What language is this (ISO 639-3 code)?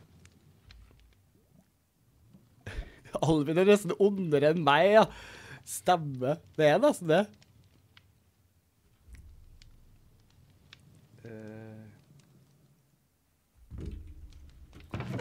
nor